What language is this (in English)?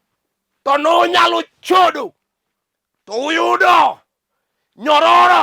Luo (Kenya and Tanzania)